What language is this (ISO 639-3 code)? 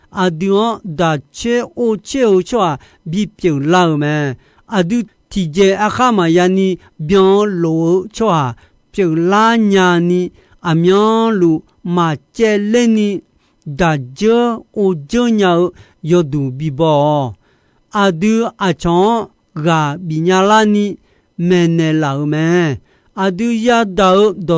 ahk